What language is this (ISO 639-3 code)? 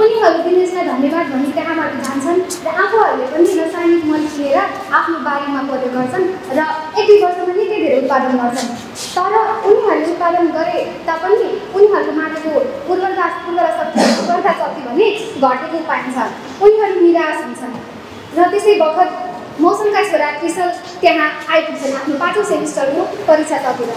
nep